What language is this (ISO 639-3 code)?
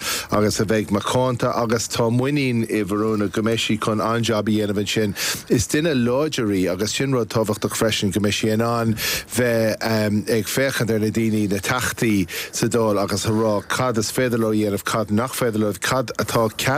gle